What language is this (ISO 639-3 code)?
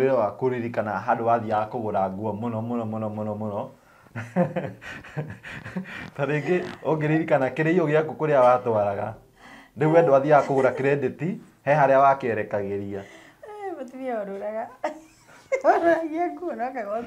kik